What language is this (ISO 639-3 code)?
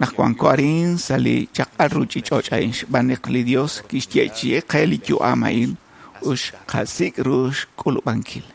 kek